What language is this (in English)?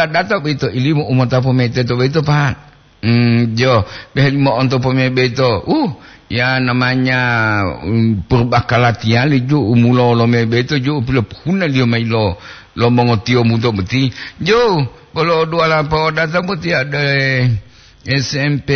Gorontalo